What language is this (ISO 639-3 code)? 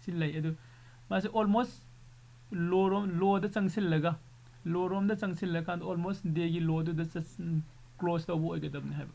mni